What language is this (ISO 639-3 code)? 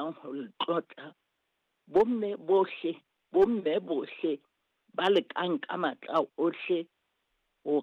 sot